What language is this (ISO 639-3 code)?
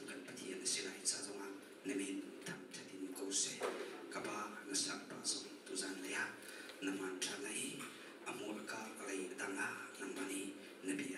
cnh